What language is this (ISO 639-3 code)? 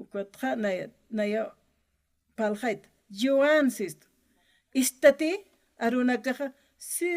aym